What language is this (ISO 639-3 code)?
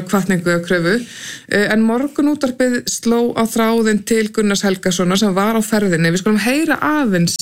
isl